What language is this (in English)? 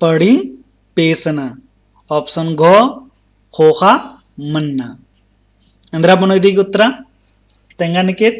Kurukh